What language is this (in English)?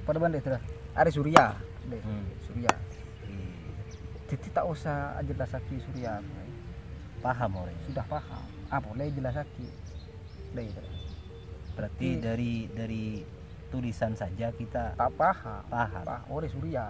Madurese